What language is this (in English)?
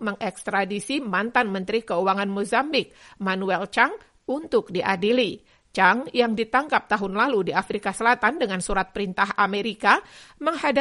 Indonesian